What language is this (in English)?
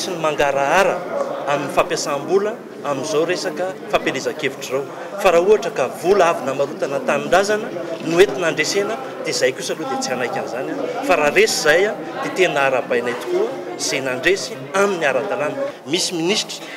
Malagasy